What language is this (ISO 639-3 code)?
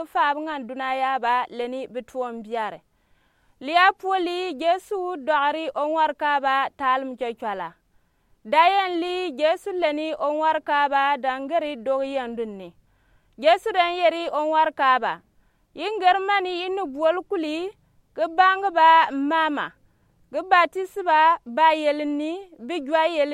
gux